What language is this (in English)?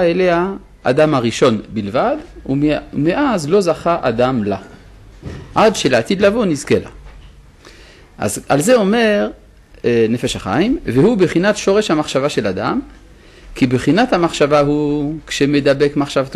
Hebrew